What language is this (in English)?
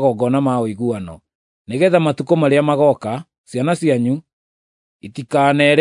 Kikuyu